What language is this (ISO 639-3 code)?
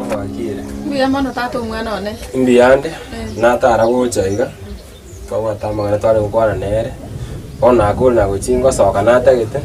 guz